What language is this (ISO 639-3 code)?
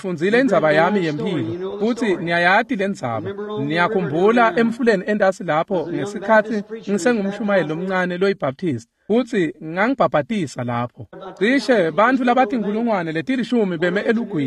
ssw